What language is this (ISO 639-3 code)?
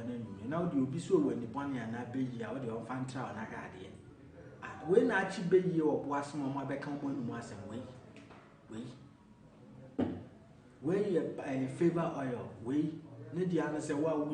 aka